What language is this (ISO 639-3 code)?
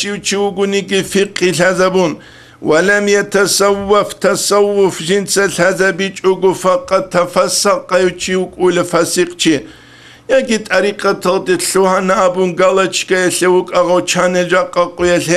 ava